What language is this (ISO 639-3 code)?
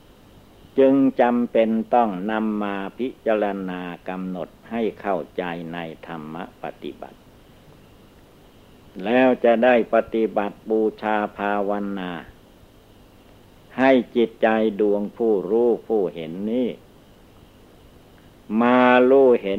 tha